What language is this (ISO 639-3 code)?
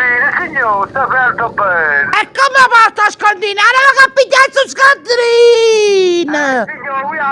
nap